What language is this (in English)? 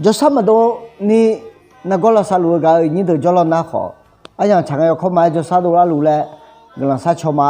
Akha